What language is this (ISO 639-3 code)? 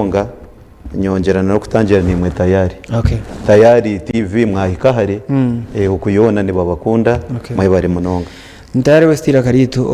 nyn